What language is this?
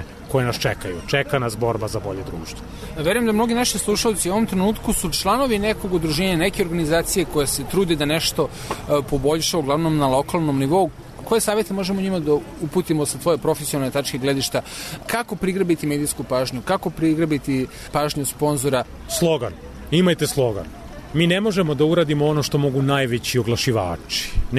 Serbian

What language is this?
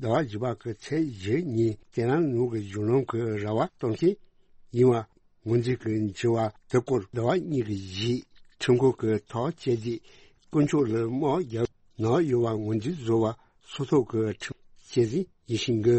Tibetan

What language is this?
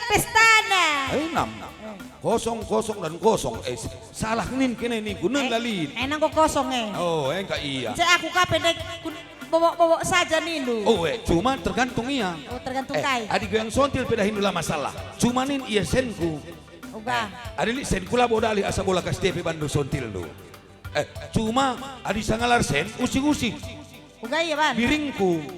Batak Karo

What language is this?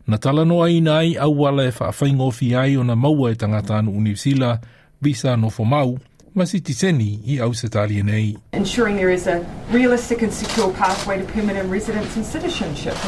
Samoan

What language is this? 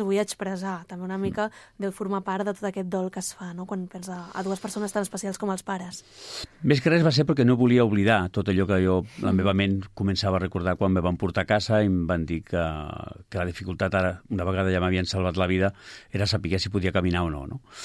Catalan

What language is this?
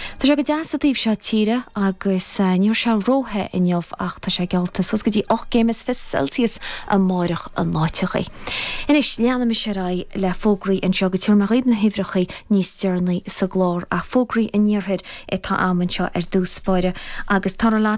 Irish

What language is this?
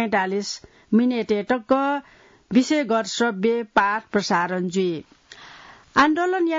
Newari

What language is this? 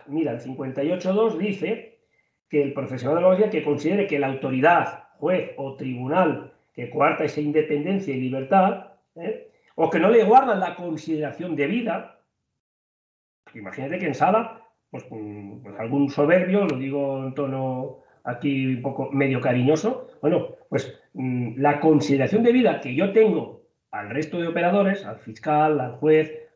Spanish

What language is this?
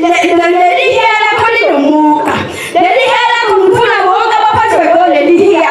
Zulu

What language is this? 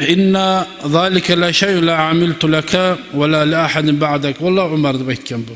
Kumyk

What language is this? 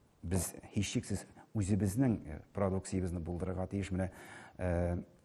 Tatar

